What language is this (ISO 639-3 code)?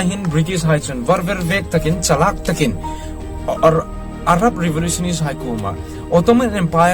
hmr